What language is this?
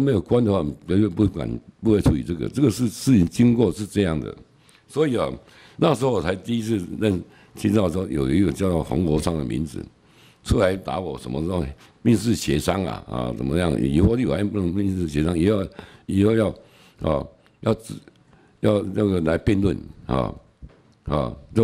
Chinese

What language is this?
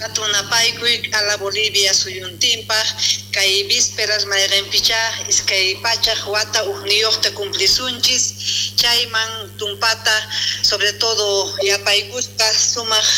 South Bolivian Quechua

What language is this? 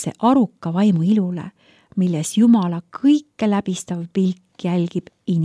Estonian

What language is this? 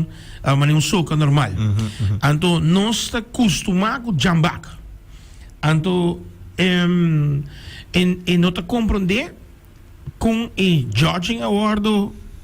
Papiamento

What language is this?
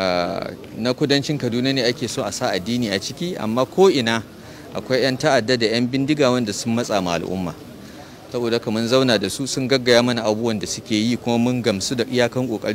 Hausa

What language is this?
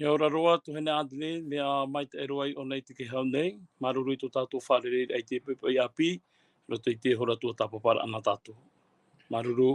Tahitian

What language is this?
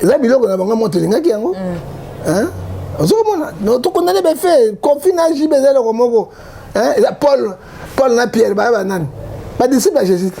Lingala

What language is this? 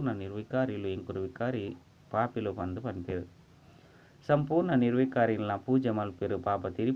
Tulu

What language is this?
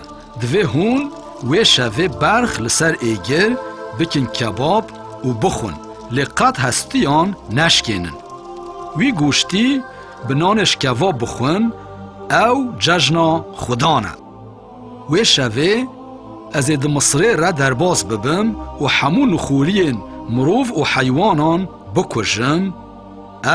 Kurdish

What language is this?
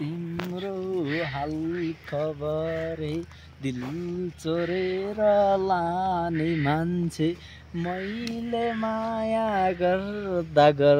Nepali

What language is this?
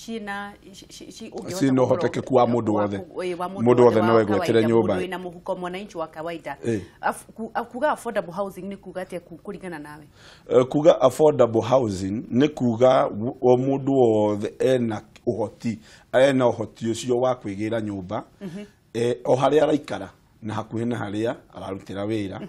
Kikuyu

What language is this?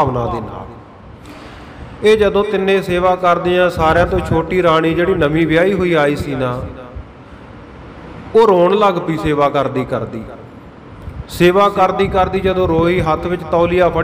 Punjabi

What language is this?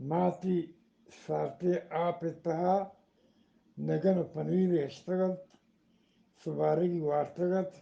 Eastern Balochi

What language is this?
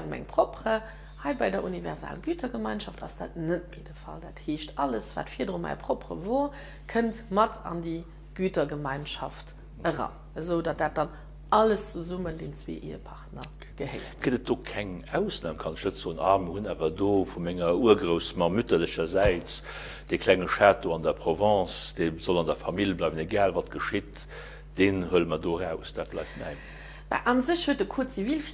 Luxembourgish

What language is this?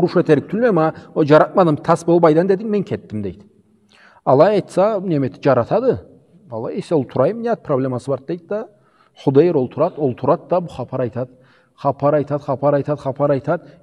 Karachay-Balkar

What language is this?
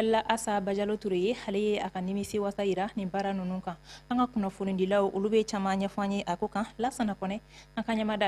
Bambara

